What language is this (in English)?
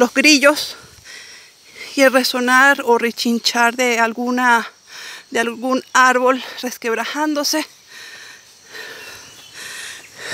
Spanish